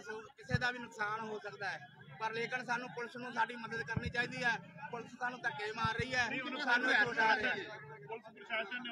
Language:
Punjabi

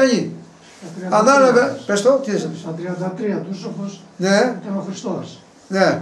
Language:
Greek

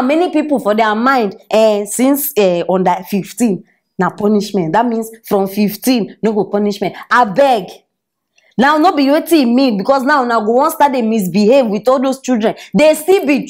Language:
Nigerian Pidgin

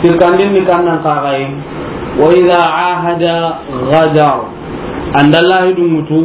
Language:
Soninke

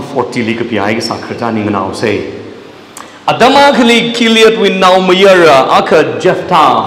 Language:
Tangkhul Naga (India)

